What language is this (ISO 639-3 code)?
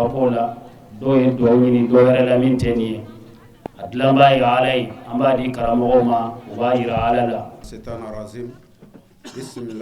bam